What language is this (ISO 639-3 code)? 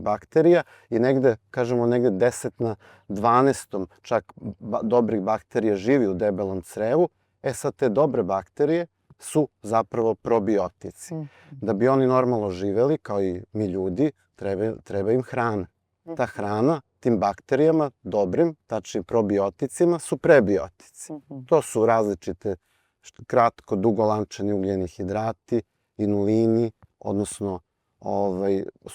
srp